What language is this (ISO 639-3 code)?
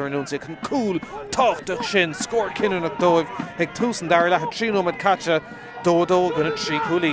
gle